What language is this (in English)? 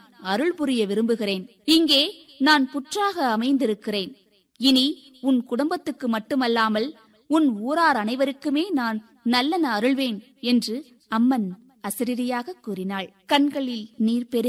Tamil